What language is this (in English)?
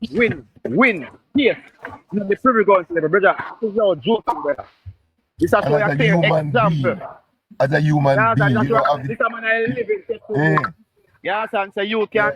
Jamaican Creole English